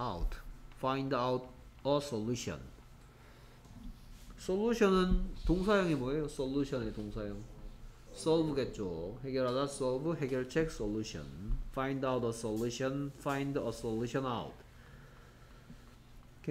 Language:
Korean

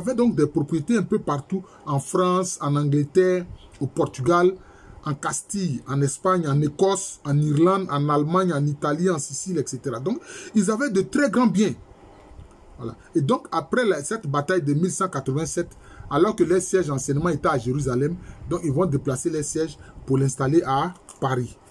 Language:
French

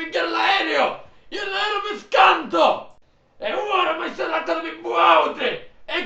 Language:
Sicilian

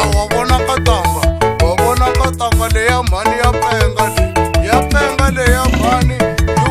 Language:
Tsonga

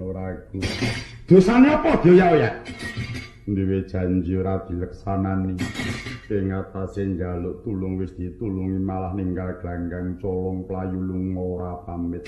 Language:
Javanese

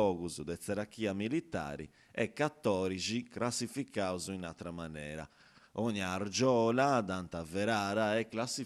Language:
Sardinian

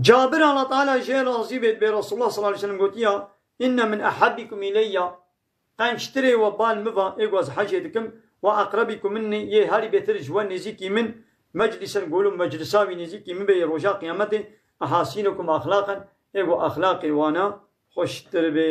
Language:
Kurdish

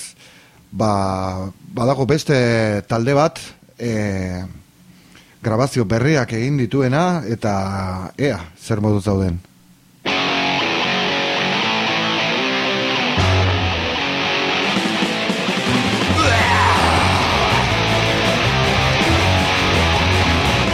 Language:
Basque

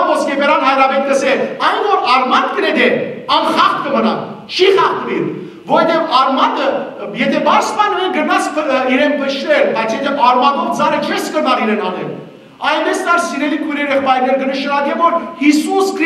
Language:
Western Armenian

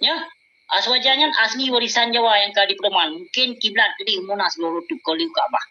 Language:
Achinese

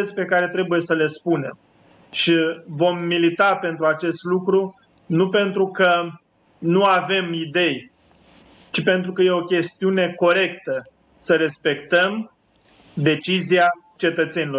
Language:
Romanian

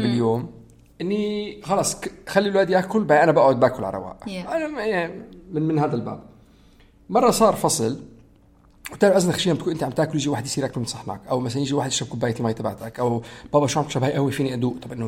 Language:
North Levantine Arabic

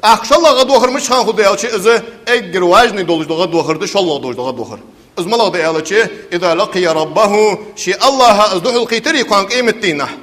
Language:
Ingush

